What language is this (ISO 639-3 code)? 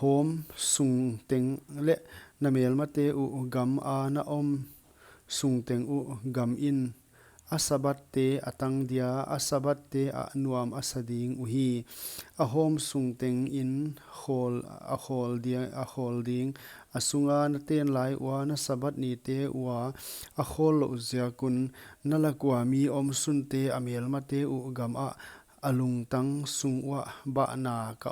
pck